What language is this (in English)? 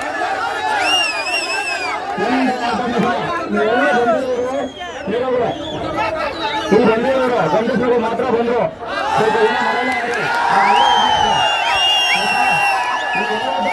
Kannada